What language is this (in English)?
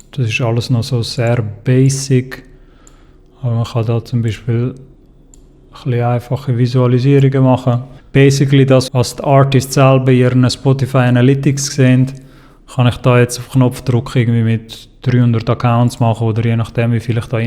Swiss German